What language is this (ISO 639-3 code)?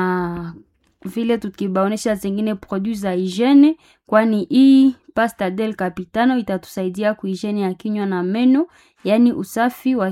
swa